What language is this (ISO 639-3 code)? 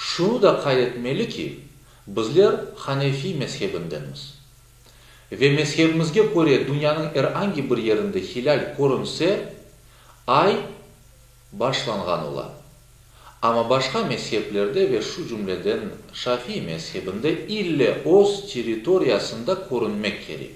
crh